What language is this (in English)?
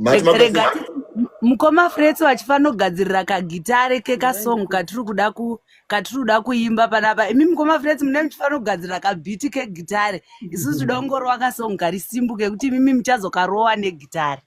Shona